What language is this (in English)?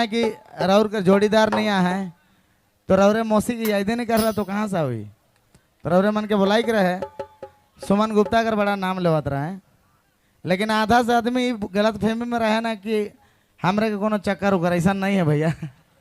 Sadri